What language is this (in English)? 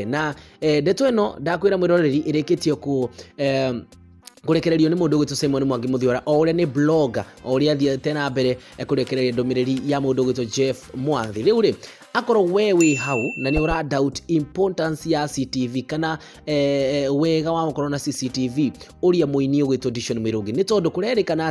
Kikuyu